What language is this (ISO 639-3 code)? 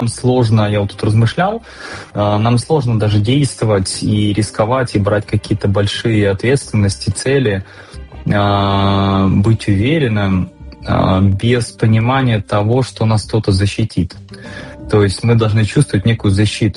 rus